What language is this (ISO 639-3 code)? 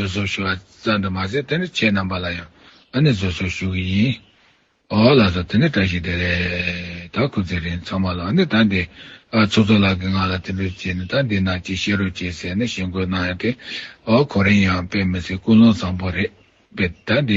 bod